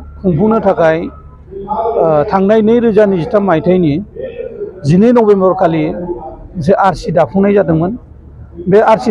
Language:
Bodo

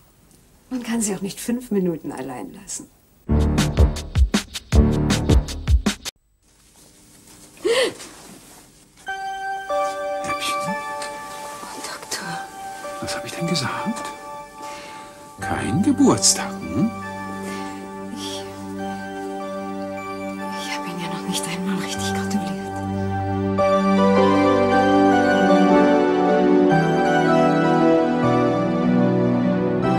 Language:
German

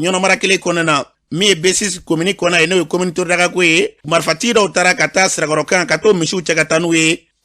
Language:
Bambara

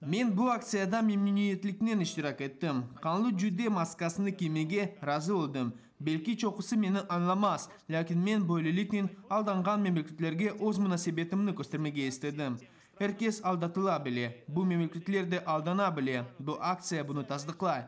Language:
Crimean Tatar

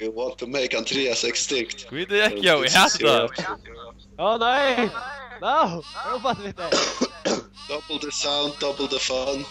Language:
Faroese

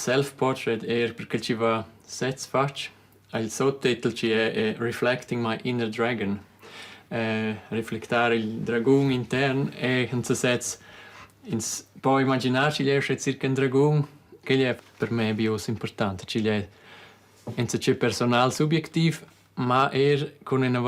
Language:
Romansh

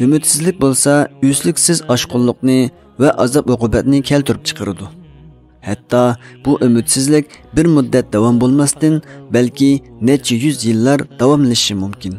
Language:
Uyghur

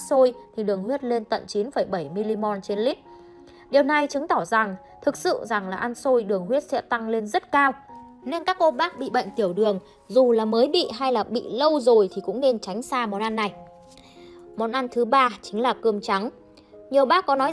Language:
Vietnamese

